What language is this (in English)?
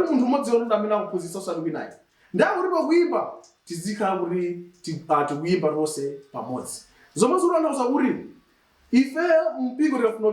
Nyanja